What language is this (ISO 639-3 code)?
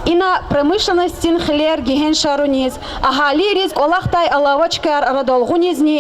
lez